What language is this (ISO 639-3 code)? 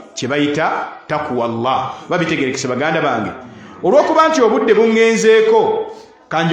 lug